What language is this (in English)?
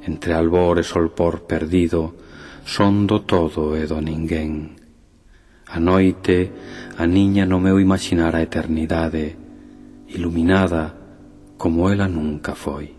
Galician